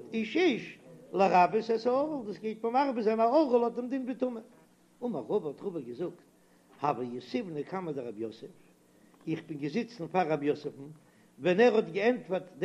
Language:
Yiddish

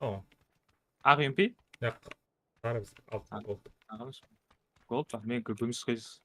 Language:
Kara-Kalpak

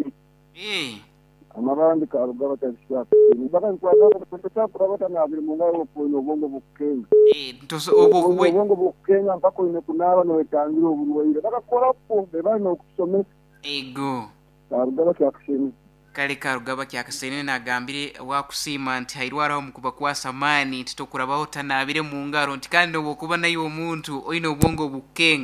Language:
Nyoro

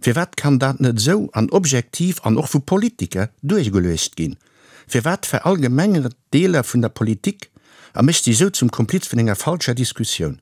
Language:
Luxembourgish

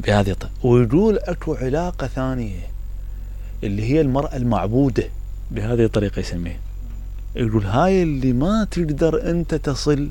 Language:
Mesopotamian Arabic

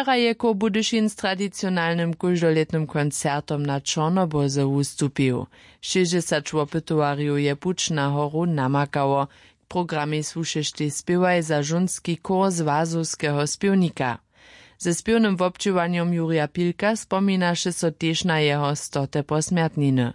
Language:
Upper Sorbian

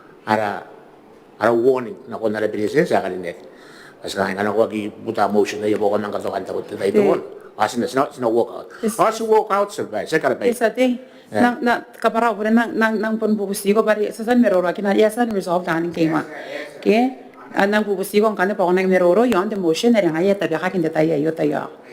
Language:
Gilbertese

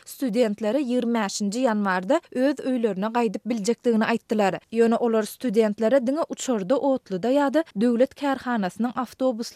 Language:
Turkmen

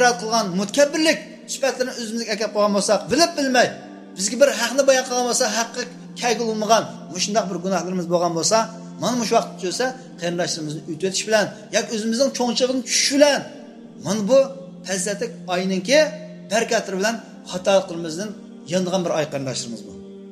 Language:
Uyghur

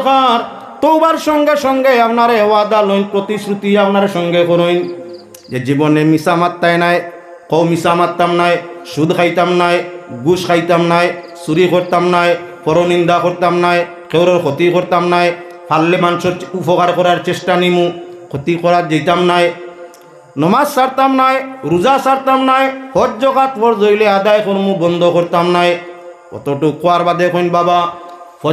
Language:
Sylheti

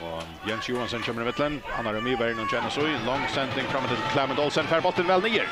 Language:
Faroese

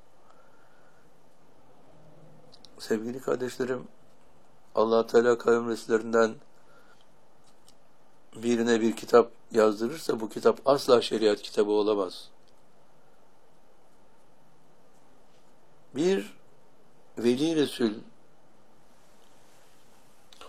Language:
Turkish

